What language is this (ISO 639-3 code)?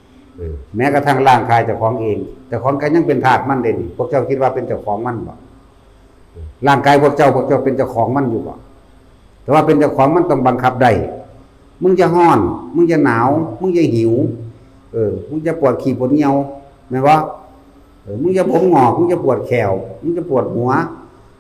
tts